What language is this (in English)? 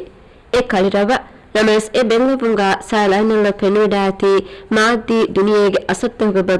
Divehi